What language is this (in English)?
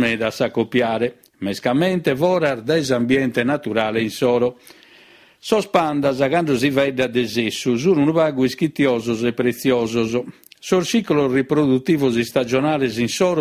Sardinian